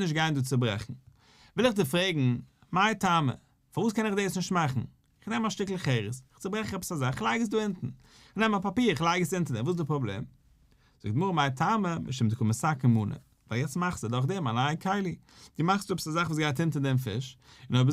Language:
Yiddish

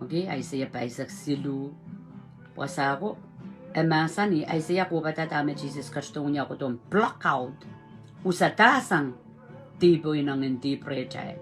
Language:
Pohnpeian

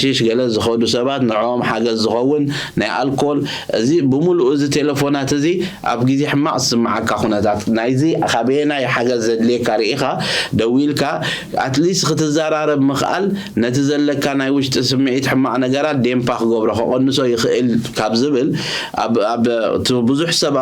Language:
Tigrinya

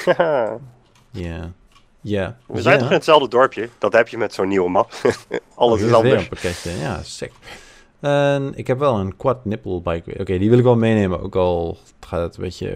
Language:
Dutch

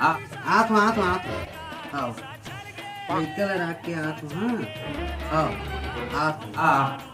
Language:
Chhattisgarhi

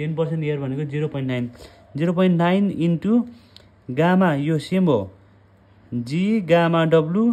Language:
Nepali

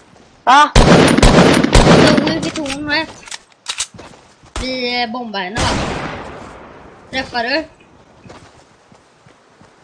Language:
Swedish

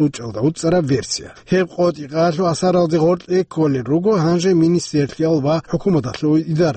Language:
Avaric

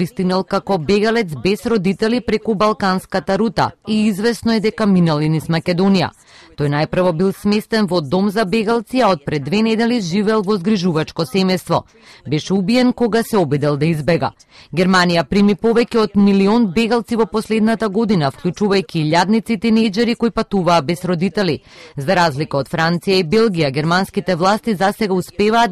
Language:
Macedonian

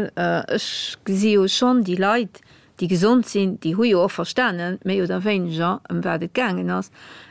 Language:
Luxembourgish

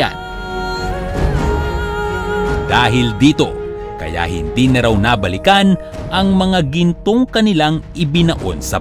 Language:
Filipino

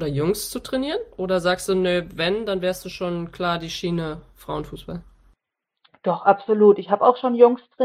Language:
German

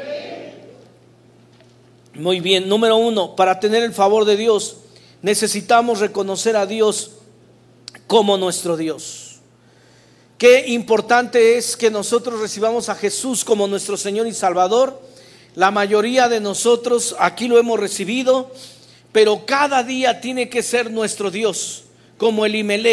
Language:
Spanish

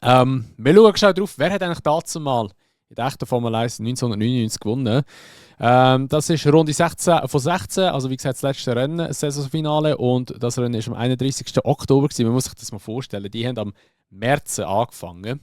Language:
Swiss German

